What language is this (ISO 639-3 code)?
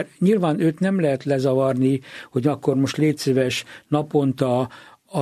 hun